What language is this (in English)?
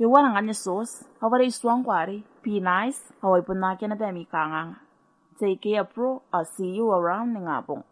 Gilbertese